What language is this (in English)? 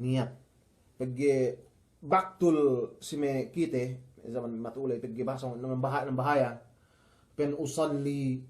Yakan